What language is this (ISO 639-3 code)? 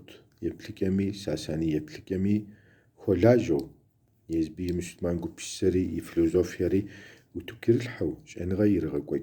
kbd